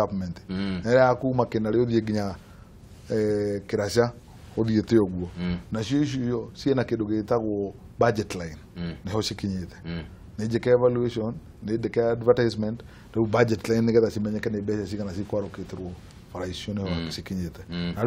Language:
Kikuyu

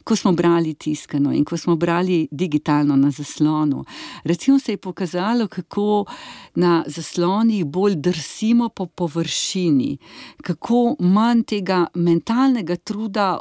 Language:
Slovenian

